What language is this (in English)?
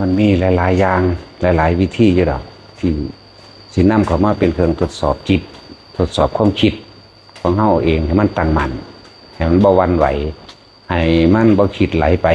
Northeastern Thai